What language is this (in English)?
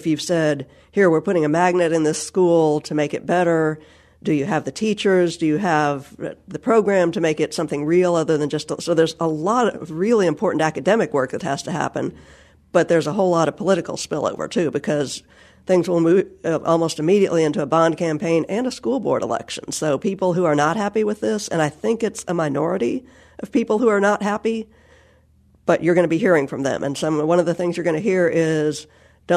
English